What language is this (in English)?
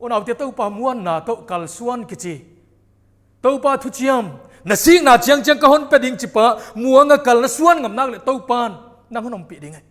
Paite Chin